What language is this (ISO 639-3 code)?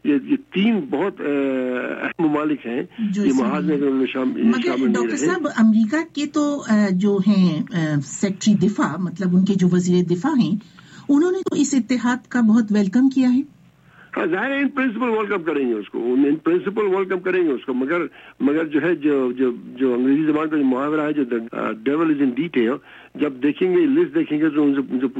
urd